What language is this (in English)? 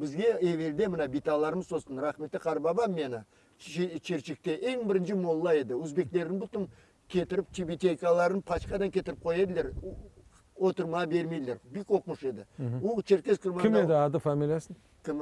Crimean Tatar